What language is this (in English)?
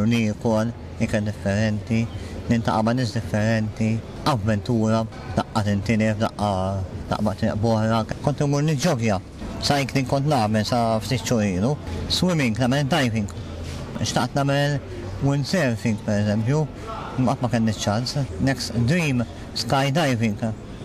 Maltese